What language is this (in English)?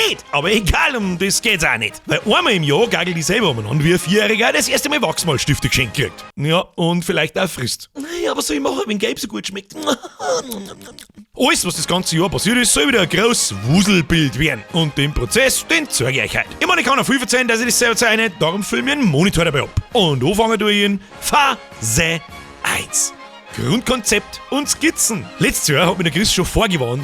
Bavarian